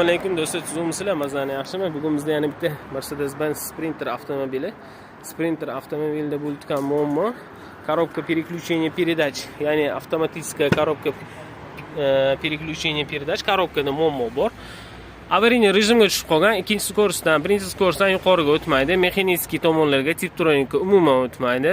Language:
Uzbek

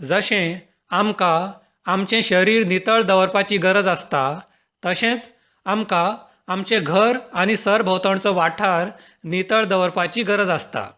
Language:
Konkani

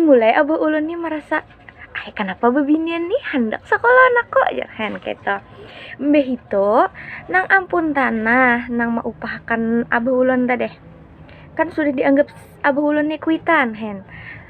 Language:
Banjar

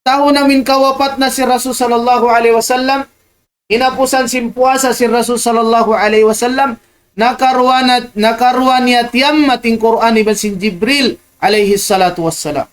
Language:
Tausug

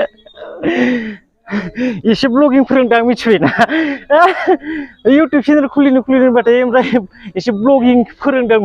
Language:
Bodo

